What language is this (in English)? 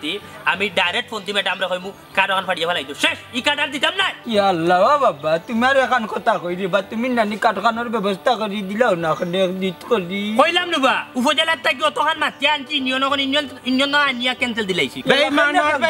Sylheti